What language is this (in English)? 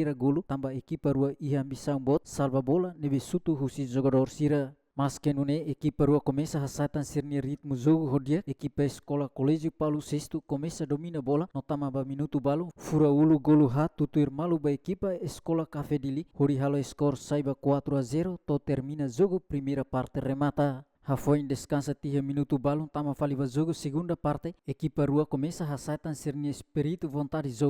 Tetum